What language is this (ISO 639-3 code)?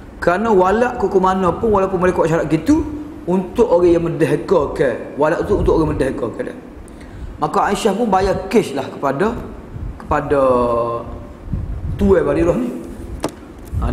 msa